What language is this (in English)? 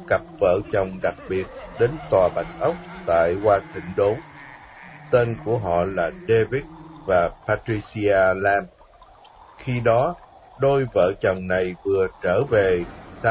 Vietnamese